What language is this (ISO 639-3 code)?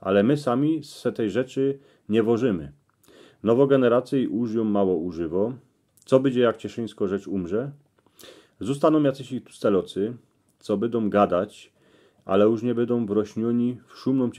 szl